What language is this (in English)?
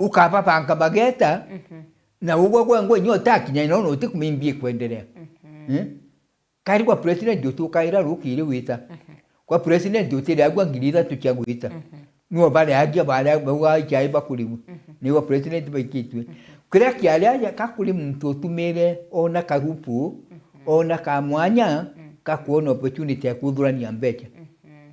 Meru